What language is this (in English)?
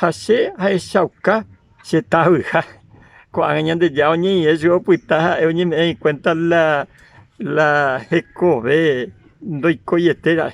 Guarani